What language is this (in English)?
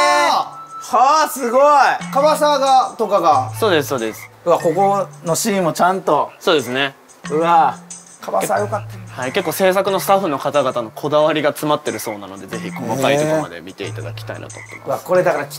Japanese